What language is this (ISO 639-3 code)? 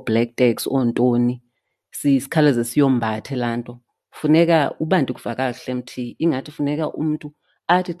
xho